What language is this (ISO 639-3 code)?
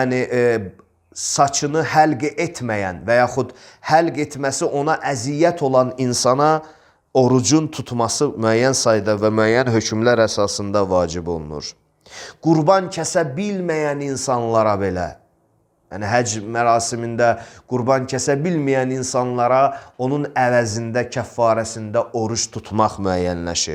aze